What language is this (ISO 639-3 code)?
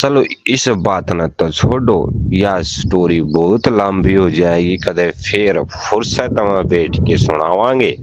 bgc